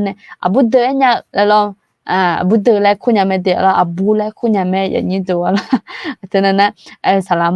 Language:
Akha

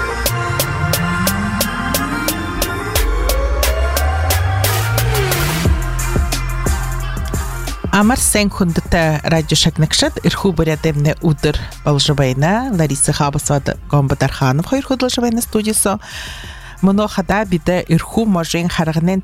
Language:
Buriat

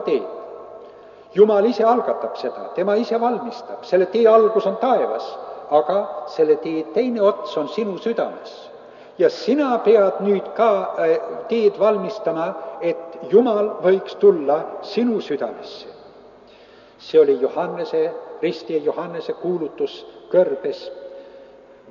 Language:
Estonian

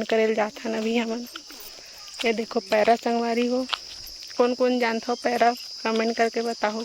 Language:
Chhattisgarhi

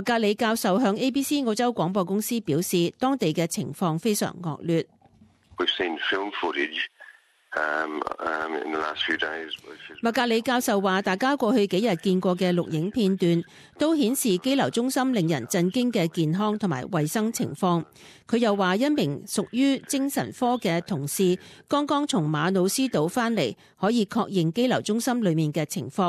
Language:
Cantonese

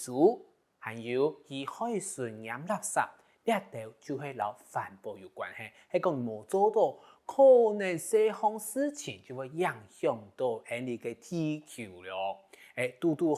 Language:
Hakka Chinese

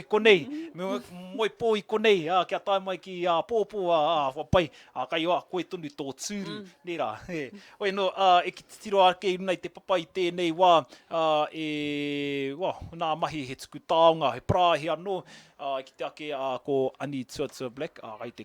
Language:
Māori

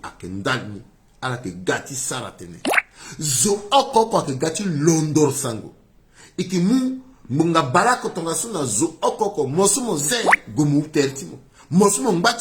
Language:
Sango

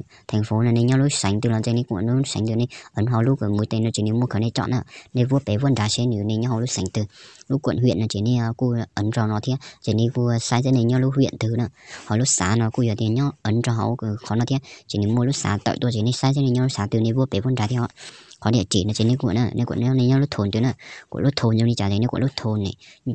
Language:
Hmong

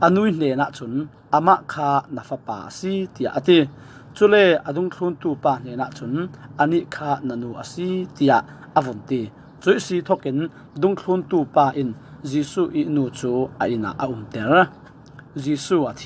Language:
Falam Chin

